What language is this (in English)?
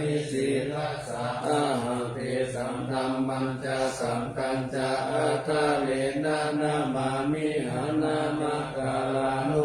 Pali